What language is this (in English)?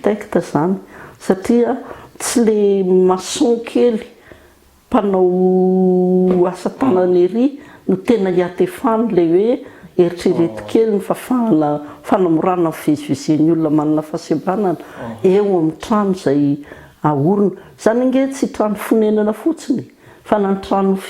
Malagasy